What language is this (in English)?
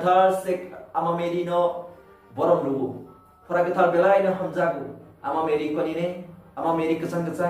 Kok Borok